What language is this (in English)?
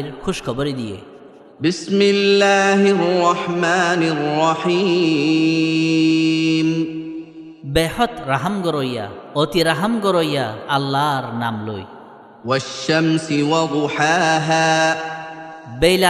Rohingya